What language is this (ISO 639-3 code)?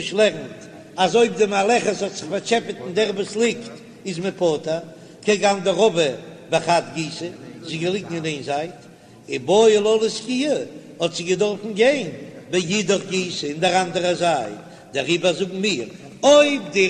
yid